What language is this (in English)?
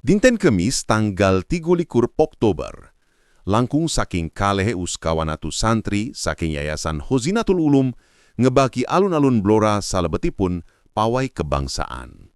Javanese